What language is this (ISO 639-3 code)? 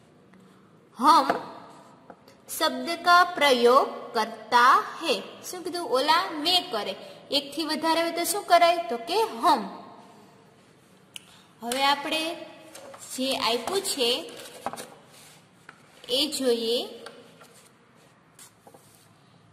guj